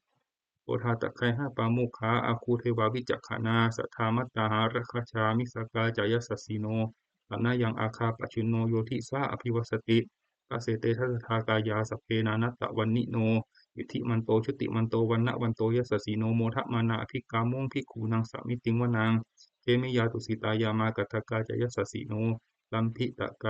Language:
Pali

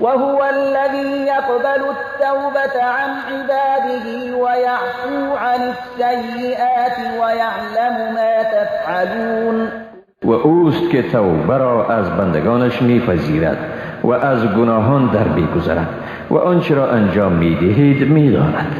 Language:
Persian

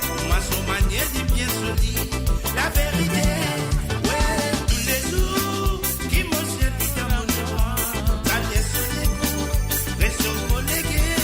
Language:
Morisyen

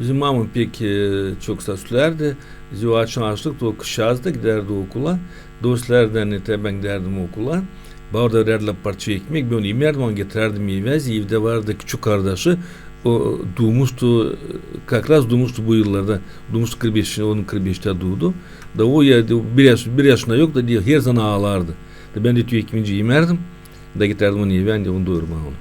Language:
Gagauz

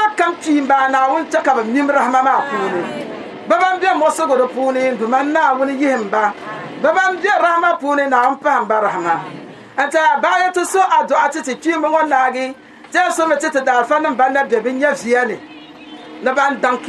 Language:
Dagbani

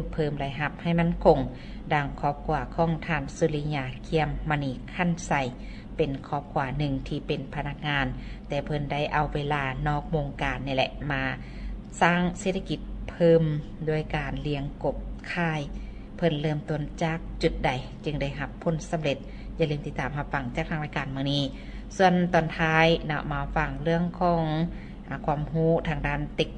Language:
Lao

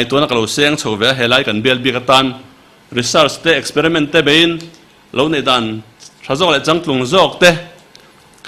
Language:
Mizo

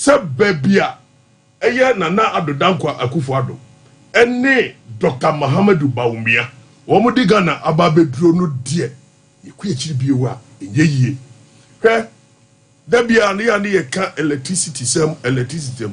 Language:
Akan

